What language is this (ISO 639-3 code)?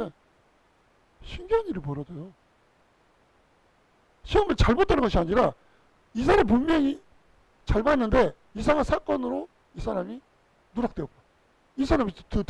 kor